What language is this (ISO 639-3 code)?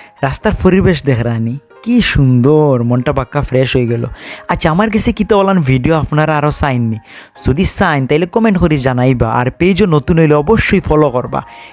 syl